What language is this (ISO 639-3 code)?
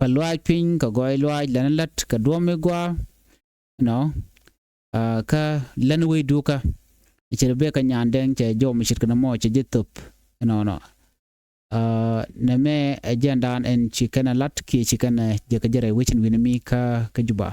nus